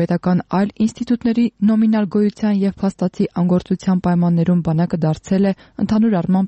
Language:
Armenian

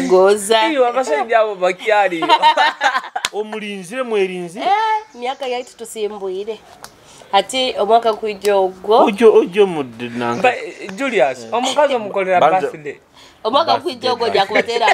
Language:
Nyoro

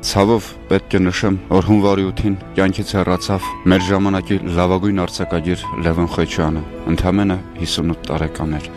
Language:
Armenian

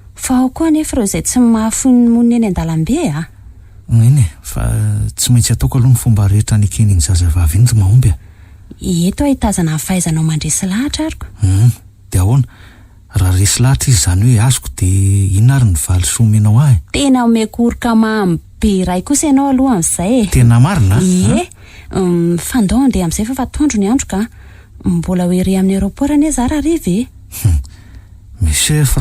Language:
Malagasy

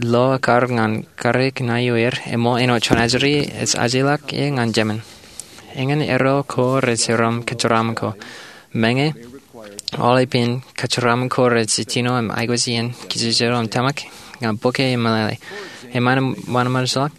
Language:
Marshallese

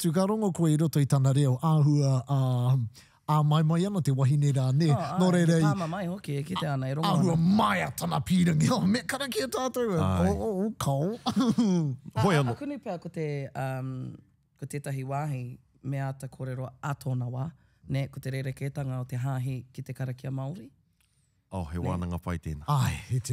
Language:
Māori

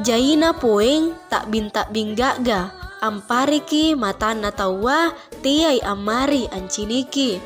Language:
Makasar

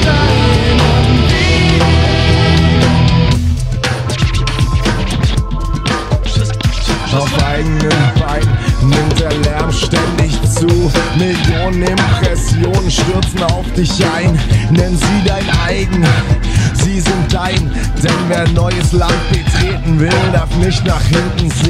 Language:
German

